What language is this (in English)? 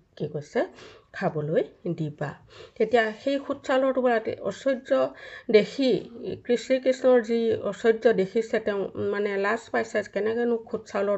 Assamese